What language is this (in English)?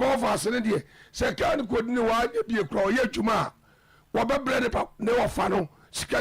Akan